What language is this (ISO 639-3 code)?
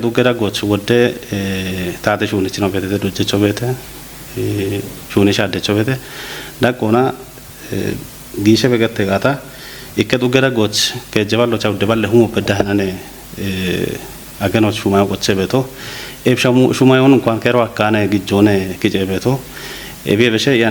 kbr